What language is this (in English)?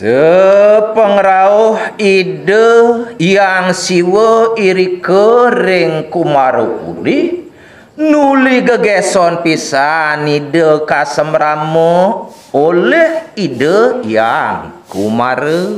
Balinese